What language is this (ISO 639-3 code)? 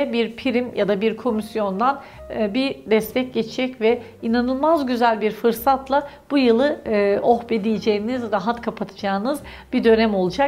tur